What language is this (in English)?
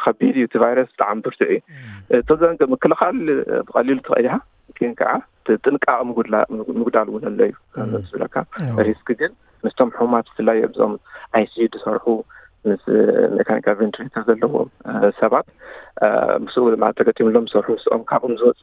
Tigrinya